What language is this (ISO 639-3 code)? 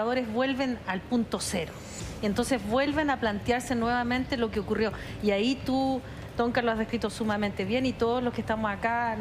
spa